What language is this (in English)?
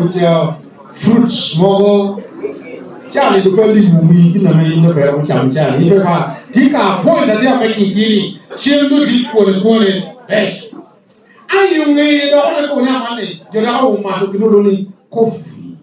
Lango (Uganda)